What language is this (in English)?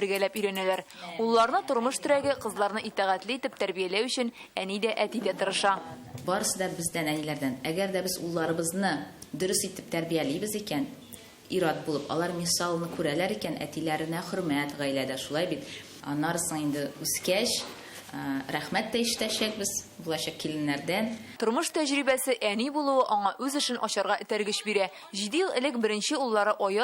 Tatar